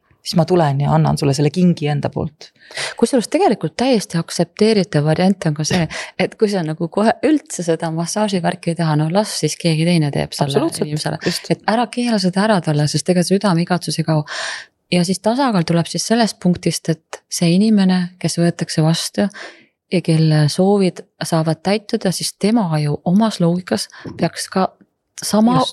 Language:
Estonian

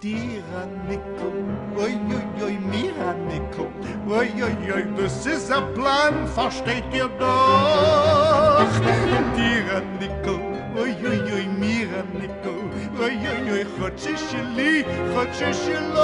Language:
Yiddish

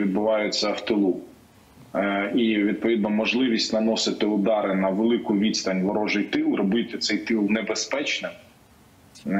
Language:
Ukrainian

